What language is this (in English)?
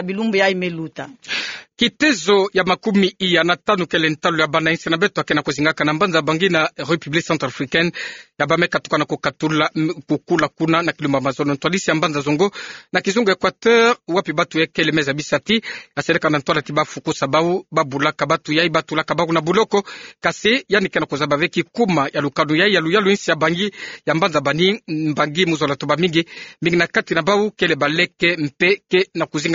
Kituba (Democratic Republic of Congo)